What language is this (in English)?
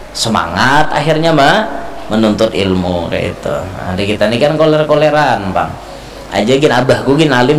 Banjar